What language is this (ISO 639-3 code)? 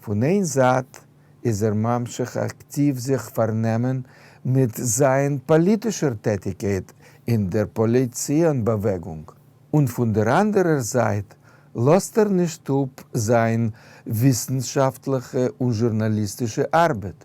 yid